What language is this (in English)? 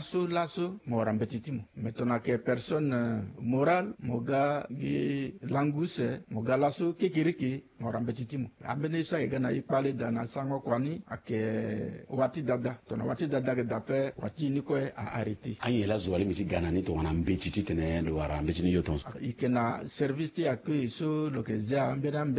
Sango